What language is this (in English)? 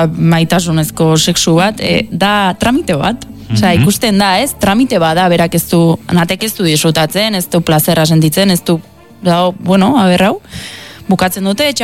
Basque